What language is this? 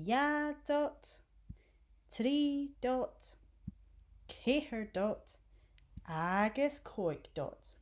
Scottish Gaelic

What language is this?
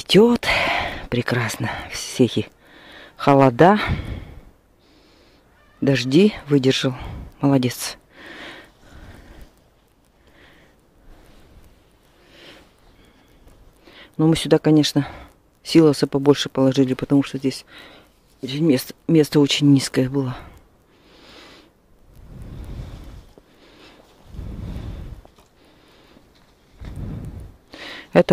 Russian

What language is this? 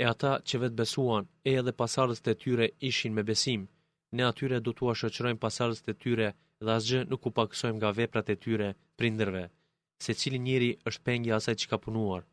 Albanian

